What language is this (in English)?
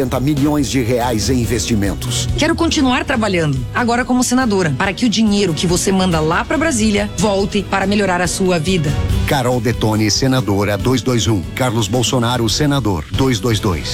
Portuguese